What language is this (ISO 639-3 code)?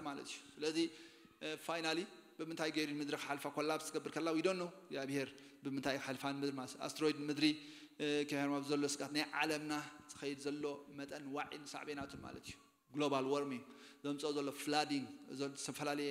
tir